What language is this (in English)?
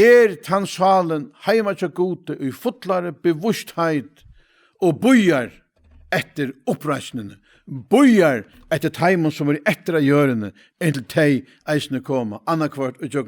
Faroese